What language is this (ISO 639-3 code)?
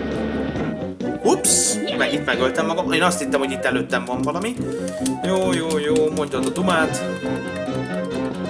hun